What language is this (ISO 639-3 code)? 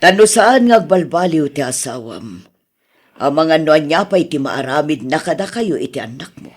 ilo